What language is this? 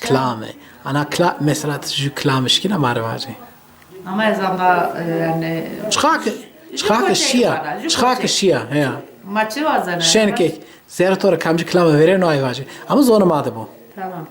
Zaza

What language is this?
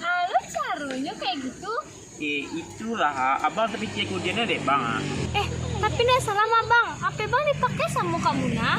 Minangkabau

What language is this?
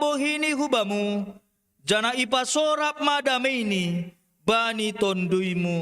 Batak Simalungun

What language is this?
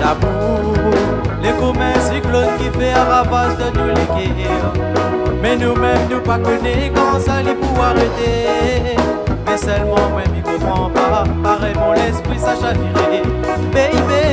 Réunion Creole French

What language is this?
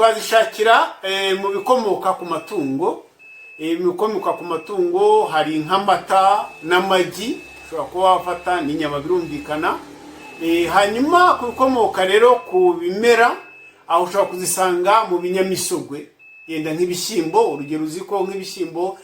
Kinyarwanda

